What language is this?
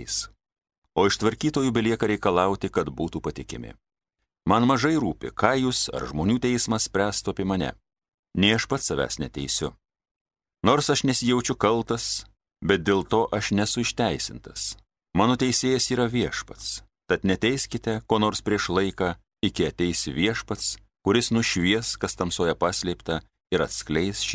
Lithuanian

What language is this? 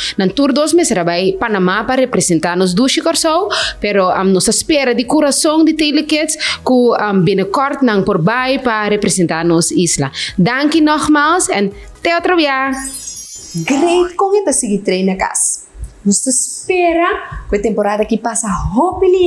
Papiamento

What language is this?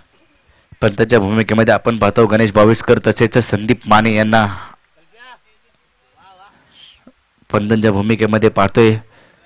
Marathi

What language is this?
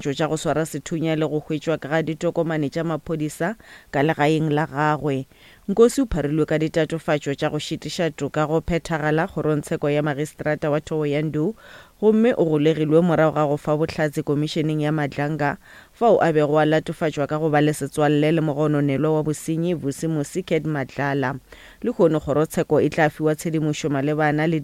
Northern Sotho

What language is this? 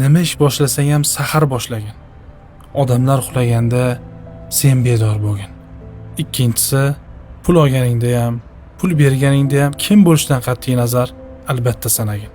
Uzbek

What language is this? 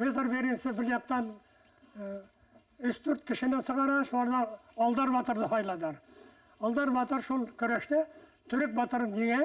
Bashkir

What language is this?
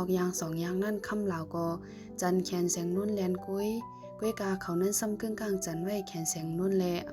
Shan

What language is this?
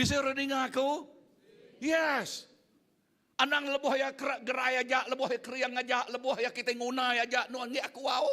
Iban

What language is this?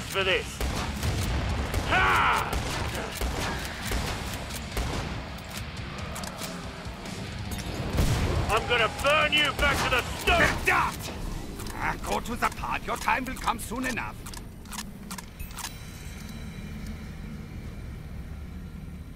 English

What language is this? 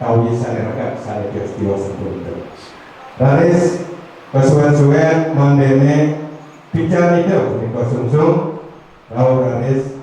Balinese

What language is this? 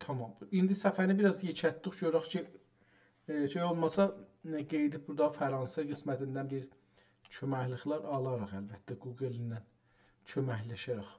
South Azerbaijani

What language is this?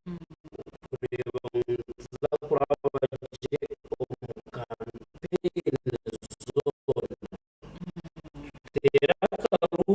Nyankole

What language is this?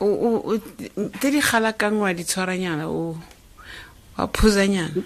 Tswana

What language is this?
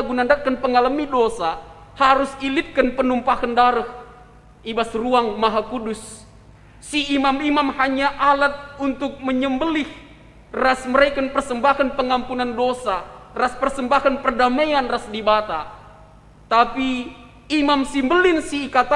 Batak Karo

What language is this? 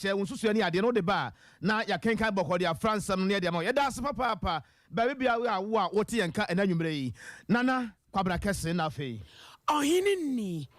Akan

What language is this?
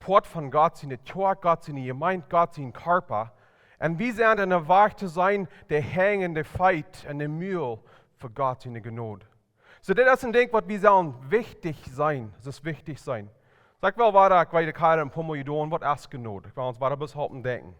Plautdietsch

